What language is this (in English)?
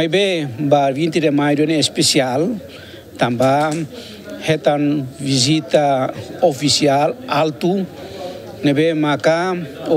Tetum